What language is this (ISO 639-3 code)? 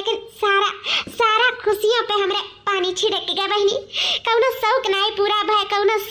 awa